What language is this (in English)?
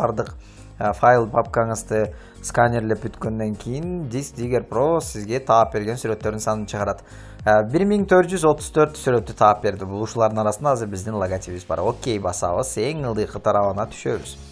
Kyrgyz